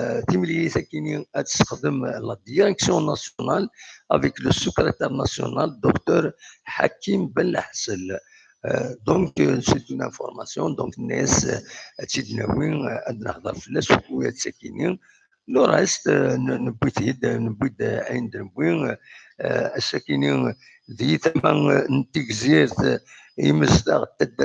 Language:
Kabyle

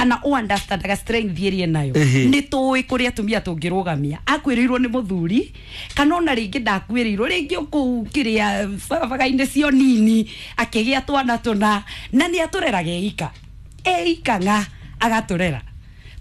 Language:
Kikuyu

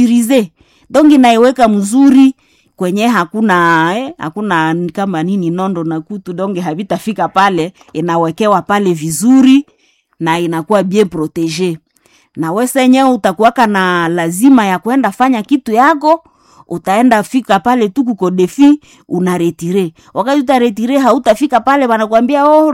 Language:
Swahili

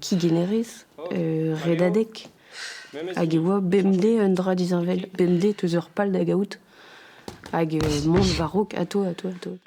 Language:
Breton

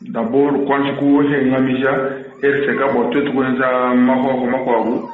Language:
Luba-Lulua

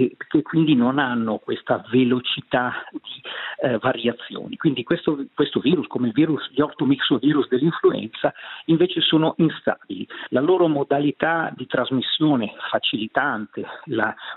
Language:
Italian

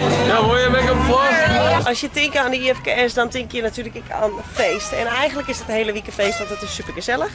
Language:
Western Frisian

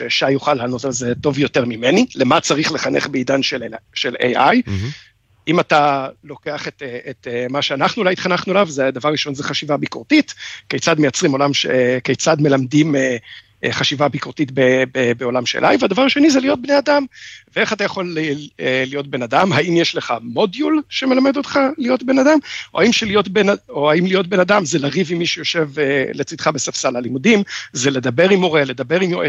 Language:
Hebrew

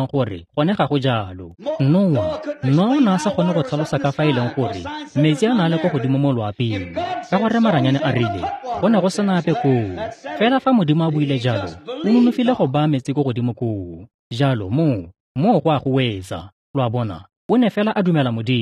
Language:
Tswana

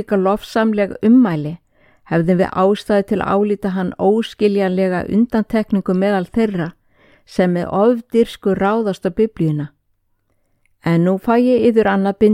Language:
Icelandic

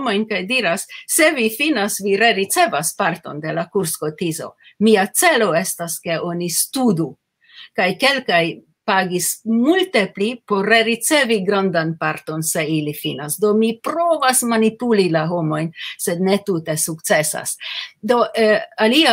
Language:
Esperanto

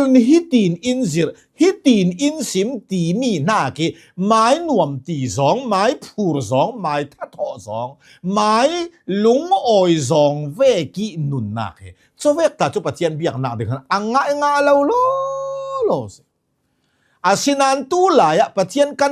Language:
Hakha Chin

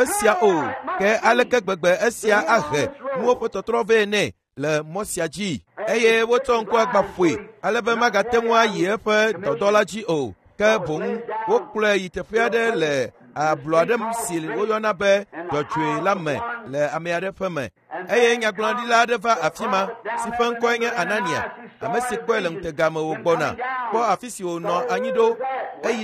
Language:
Ewe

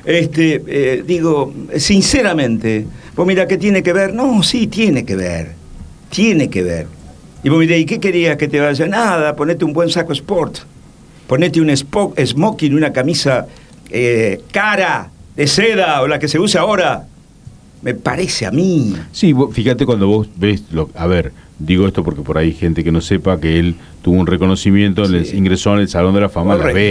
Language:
Spanish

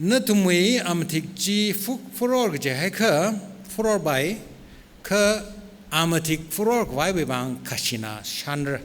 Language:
Tangkhul Naga (India)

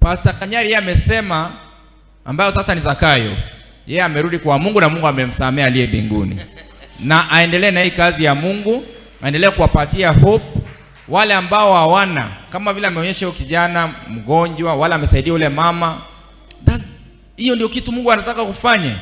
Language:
Swahili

